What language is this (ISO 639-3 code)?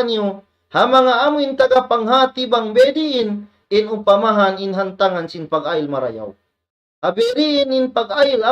tsg